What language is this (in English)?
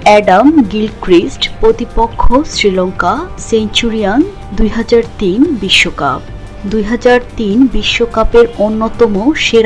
Bangla